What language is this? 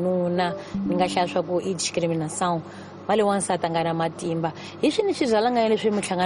Tsonga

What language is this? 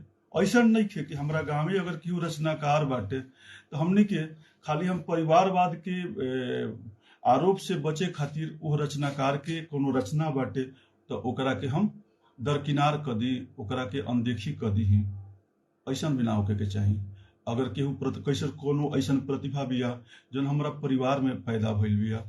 Bhojpuri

